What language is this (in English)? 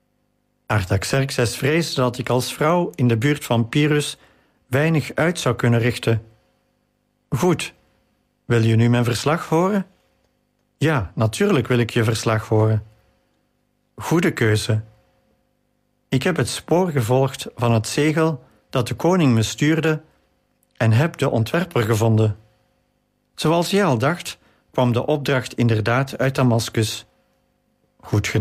Dutch